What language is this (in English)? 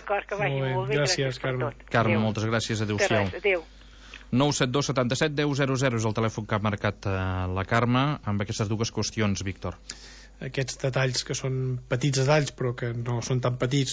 Catalan